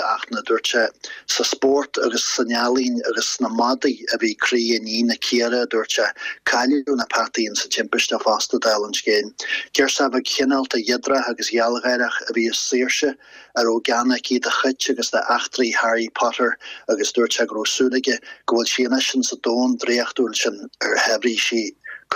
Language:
Irish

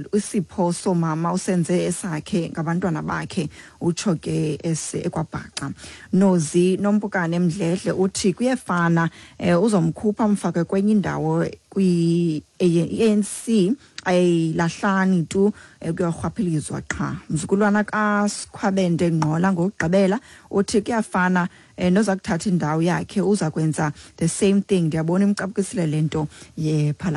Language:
Xhosa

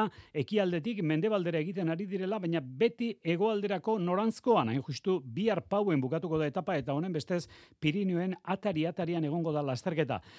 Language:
Basque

